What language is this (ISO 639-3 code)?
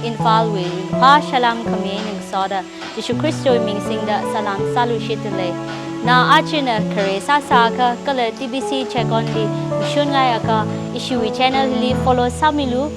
nmf